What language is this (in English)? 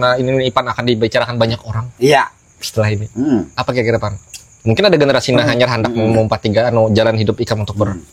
Banjar